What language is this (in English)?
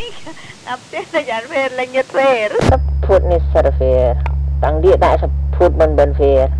Madurese